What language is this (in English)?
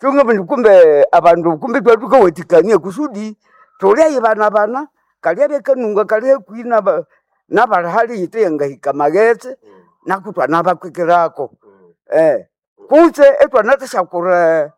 Nande